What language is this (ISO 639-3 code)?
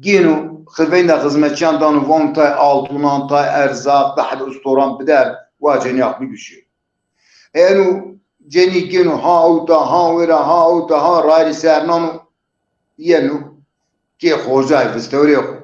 zza